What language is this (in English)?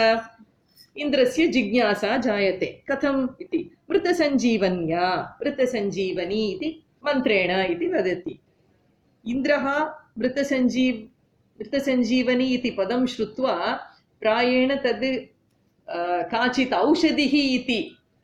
Sanskrit